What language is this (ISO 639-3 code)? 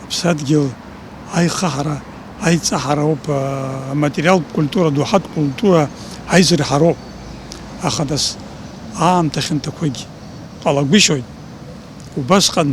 abk